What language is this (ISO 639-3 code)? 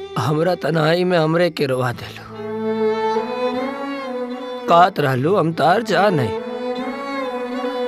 bho